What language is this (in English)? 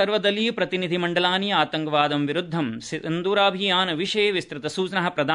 Sanskrit